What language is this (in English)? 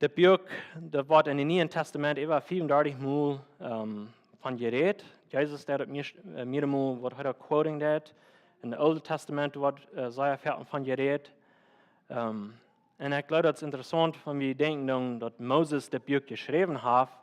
Plautdietsch